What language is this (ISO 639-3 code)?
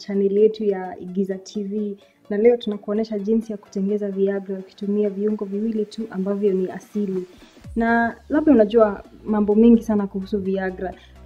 swa